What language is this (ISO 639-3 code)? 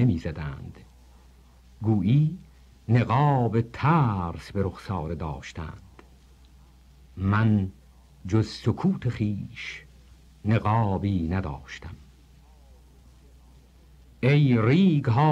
fas